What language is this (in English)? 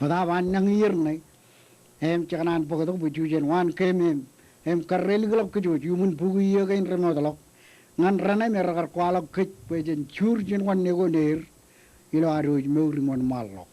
Marshallese